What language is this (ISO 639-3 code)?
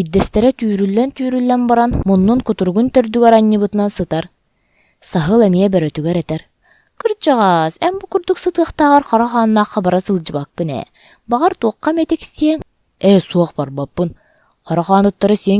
sah